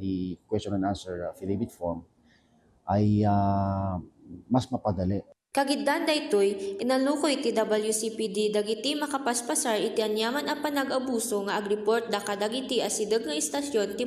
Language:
Iloko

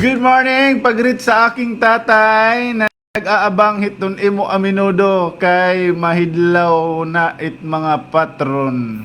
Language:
Waray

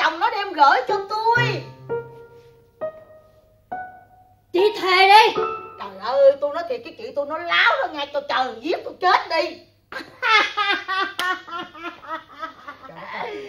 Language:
Vietnamese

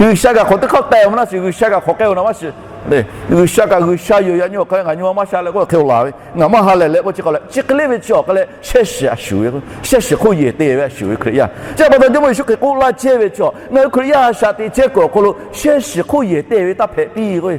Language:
Lahu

